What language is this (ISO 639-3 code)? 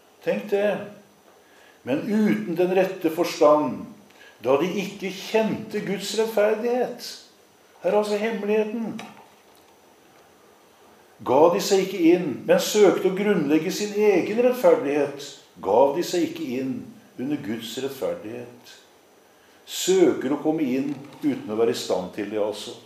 nor